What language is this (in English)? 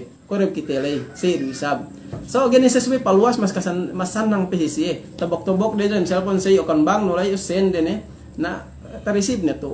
Yakan